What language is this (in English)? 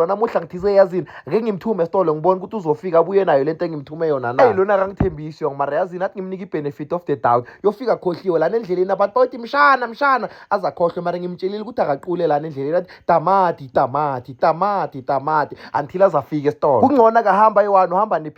Zulu